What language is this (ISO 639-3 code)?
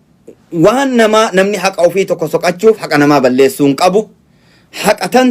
orm